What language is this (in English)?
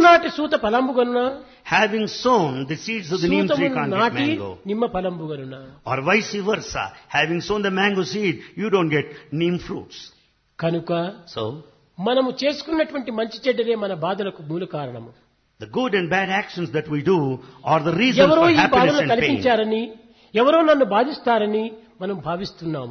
Telugu